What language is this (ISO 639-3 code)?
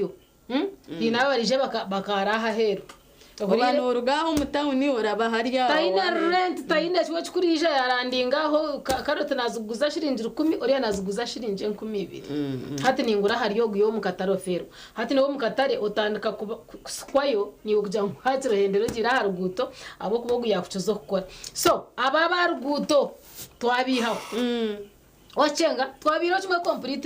nyn